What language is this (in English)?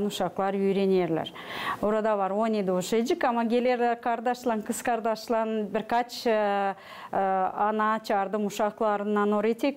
Gagauz